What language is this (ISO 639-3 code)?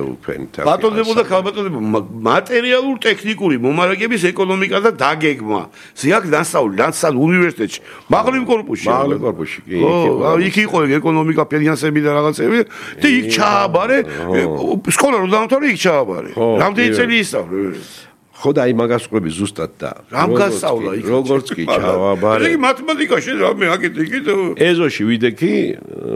kat